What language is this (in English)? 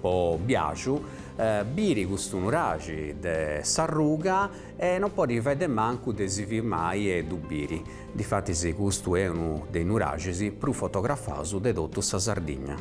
Sardinian